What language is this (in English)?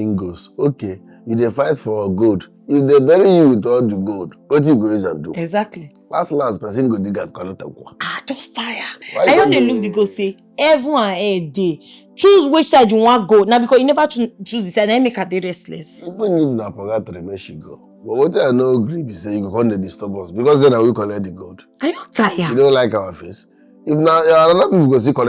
Nigerian Pidgin